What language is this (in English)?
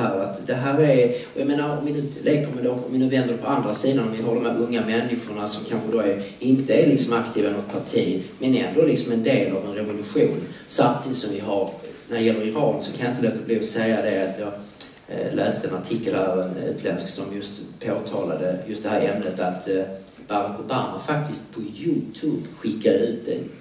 Swedish